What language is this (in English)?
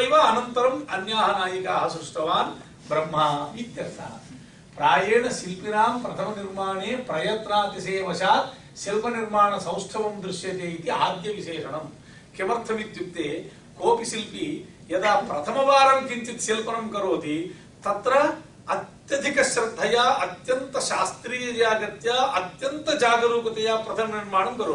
Sanskrit